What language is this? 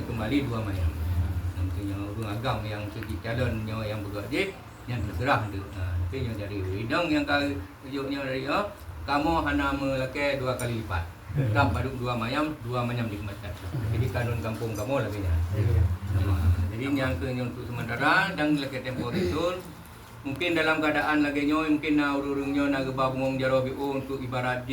Achinese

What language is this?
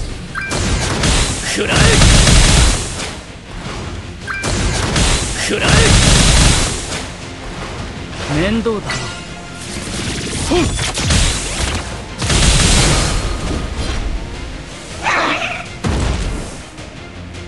Japanese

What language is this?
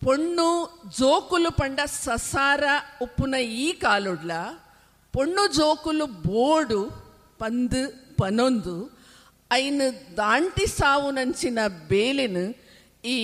Tulu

